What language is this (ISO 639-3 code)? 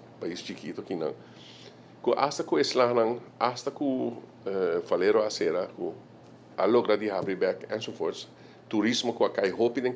pap